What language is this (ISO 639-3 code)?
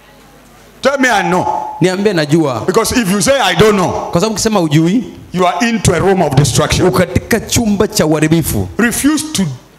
swa